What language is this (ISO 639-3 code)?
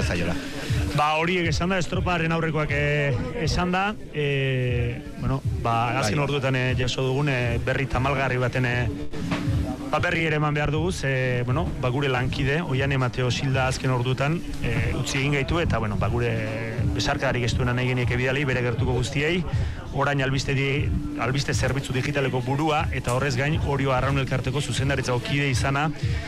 eus